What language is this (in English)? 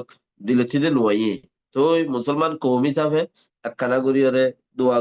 Rohingya